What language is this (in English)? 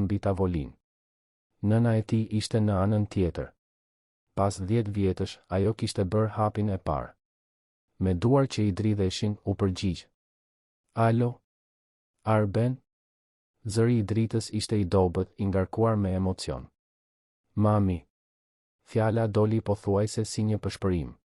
Albanian